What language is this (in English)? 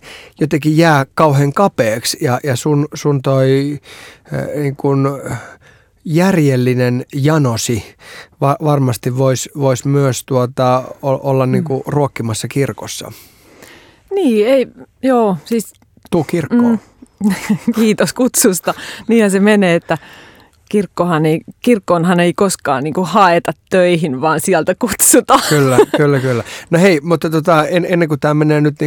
Finnish